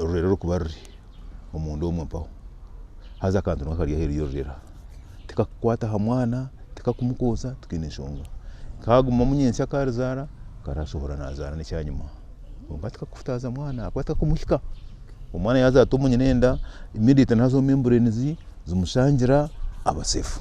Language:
Nyankole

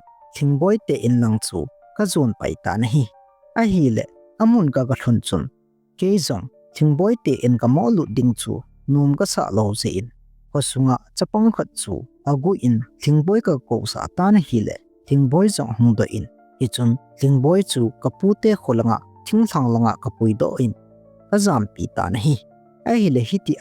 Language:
Thado Chin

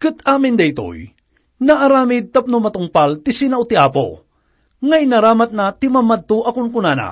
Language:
Iloko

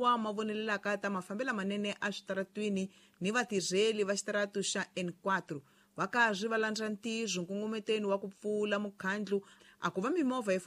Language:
Tsonga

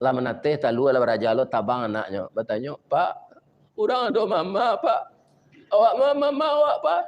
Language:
Minangkabau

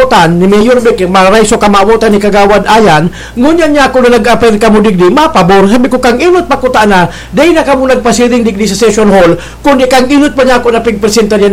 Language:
Bikol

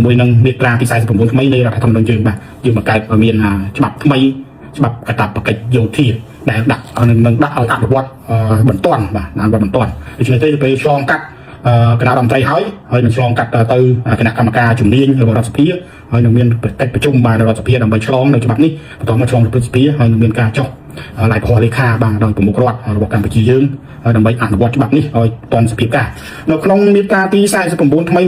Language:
Khmer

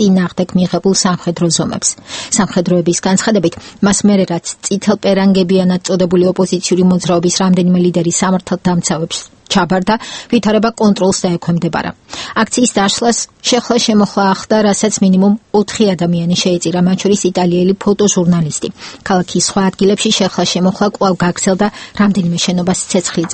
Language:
Georgian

